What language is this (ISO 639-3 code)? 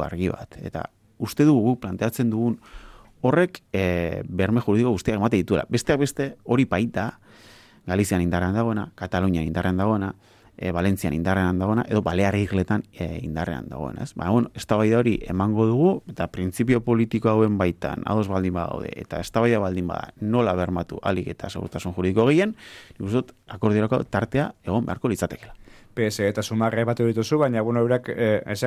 eus